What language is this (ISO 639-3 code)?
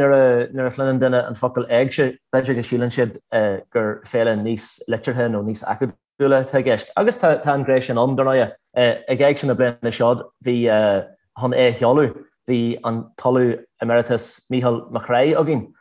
gle